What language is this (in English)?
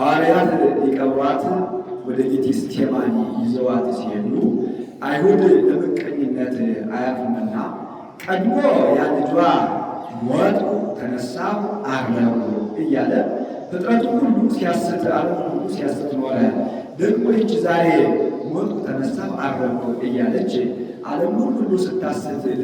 Amharic